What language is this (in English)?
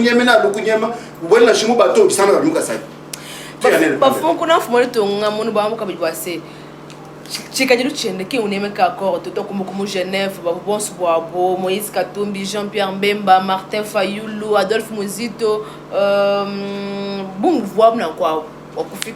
Luba-Lulua